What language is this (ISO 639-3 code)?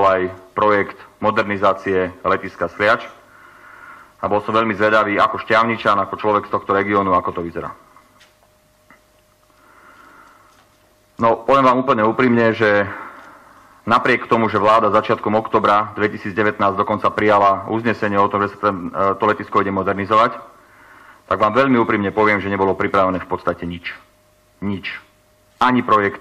slk